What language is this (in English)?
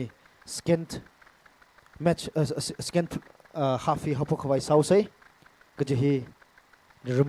Tangkhul Naga (India)